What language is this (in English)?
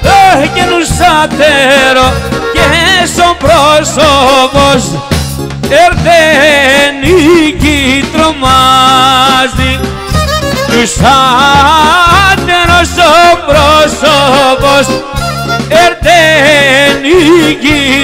Greek